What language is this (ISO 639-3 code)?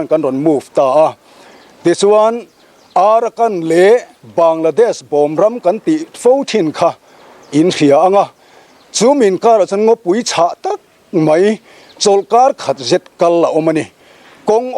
lus